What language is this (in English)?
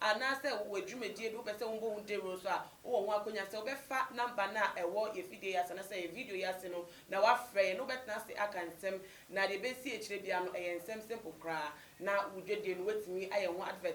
Akan